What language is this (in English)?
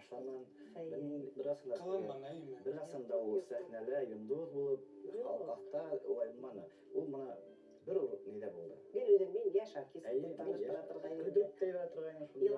Bashkir